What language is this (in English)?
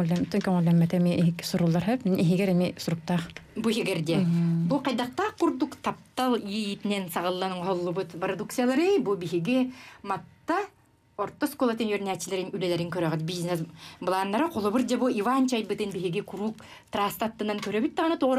Yakut